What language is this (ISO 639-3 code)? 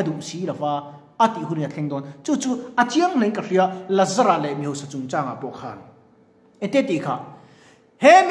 lus